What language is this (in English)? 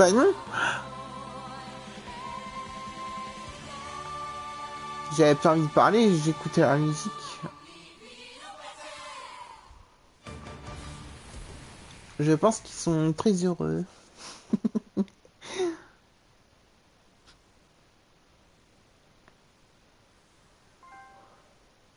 French